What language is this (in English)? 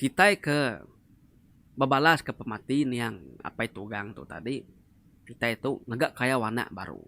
Iban